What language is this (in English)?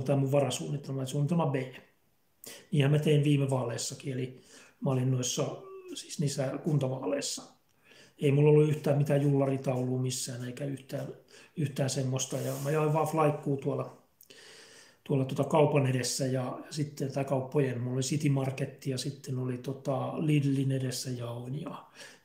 Finnish